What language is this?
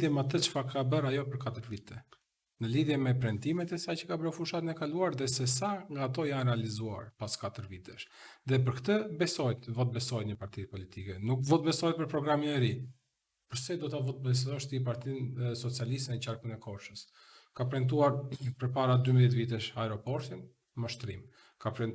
Albanian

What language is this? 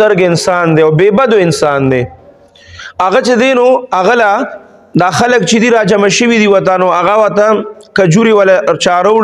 Pashto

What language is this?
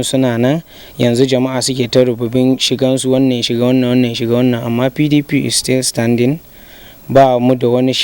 Hausa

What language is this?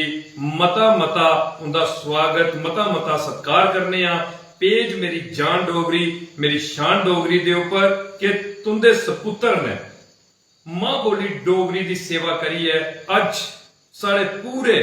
Dogri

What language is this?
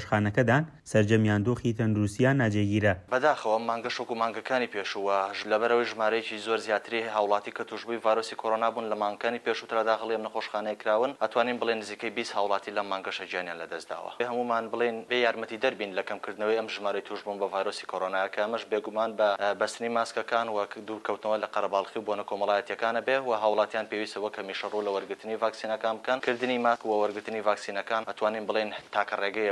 Central Kurdish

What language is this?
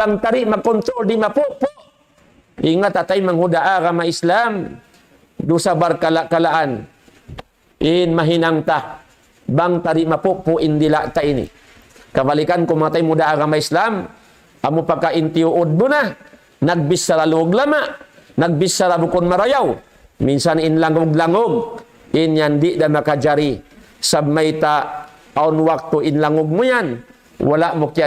Tausug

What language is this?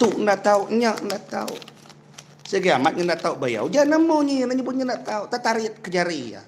Iban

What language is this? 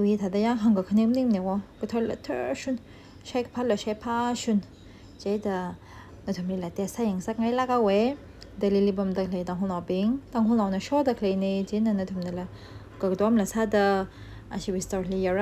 Tangkhul Naga (India)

